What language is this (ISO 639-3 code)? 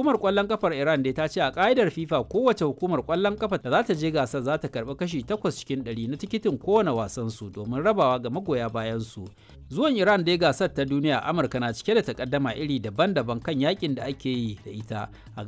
hau